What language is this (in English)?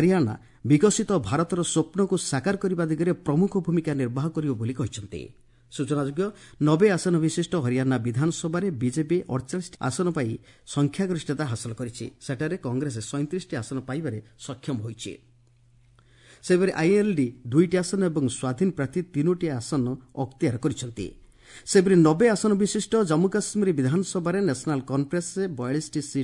Odia